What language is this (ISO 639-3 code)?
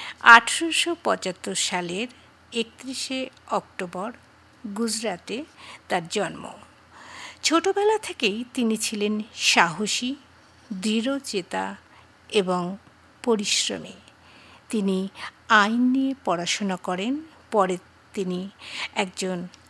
ben